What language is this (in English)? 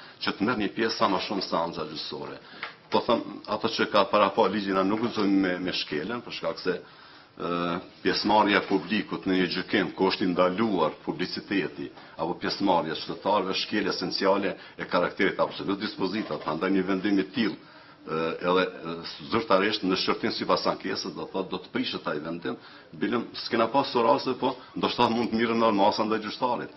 Albanian